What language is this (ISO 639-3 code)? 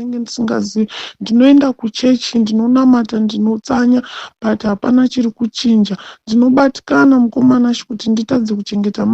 sna